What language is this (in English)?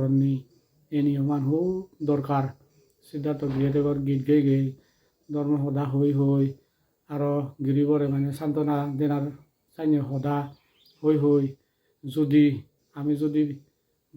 Chakma